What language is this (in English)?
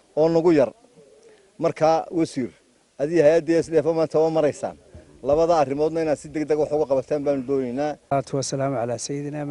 Somali